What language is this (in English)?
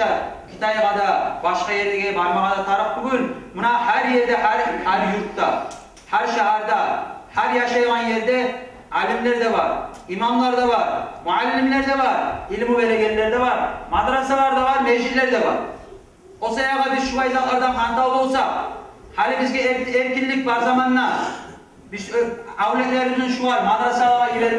Kumyk